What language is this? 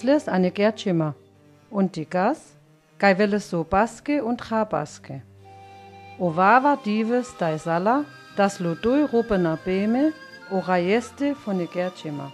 Sinte Romani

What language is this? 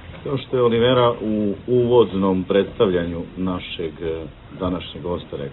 Serbian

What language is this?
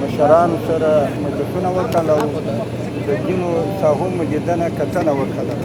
Pashto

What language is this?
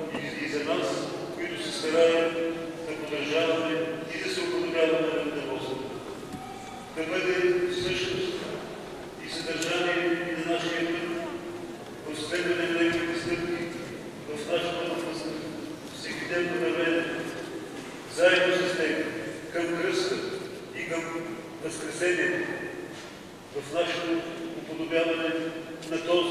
Bulgarian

